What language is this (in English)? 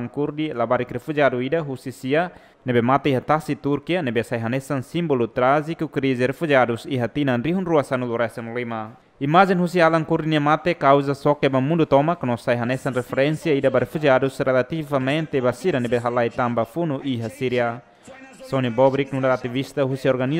Tetum